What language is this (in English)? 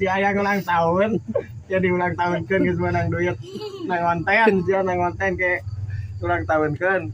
Sundanese